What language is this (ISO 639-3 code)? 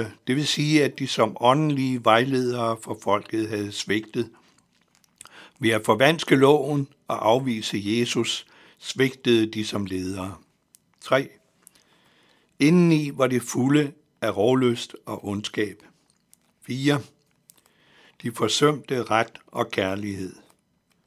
dan